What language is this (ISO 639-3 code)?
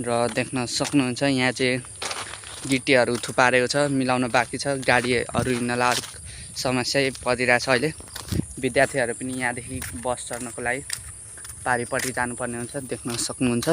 nep